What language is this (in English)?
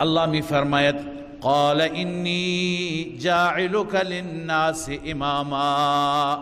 Persian